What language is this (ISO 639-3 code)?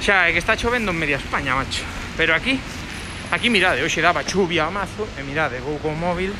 glg